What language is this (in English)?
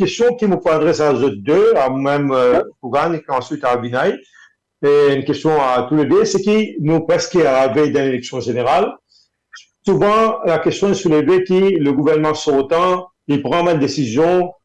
Morisyen